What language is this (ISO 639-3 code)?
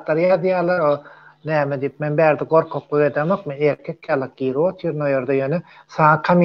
tuk